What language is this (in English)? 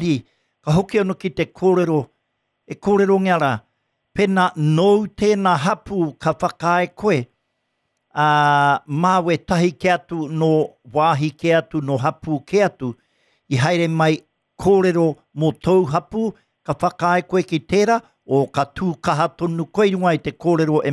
Māori